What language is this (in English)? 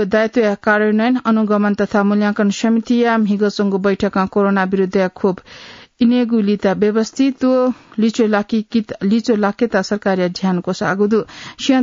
Newari